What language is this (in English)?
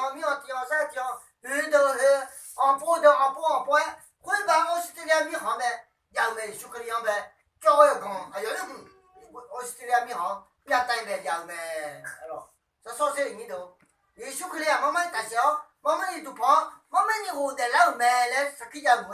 Akha